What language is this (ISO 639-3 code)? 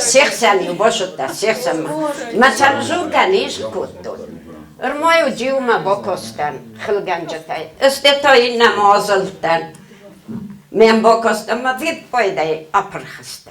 oss